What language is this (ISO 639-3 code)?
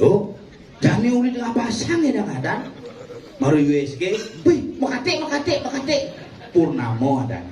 ban